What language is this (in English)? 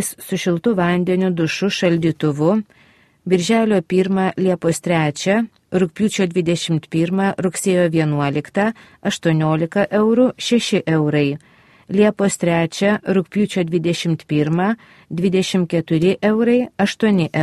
Lithuanian